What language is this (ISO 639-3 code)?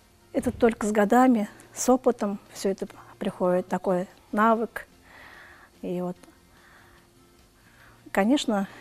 rus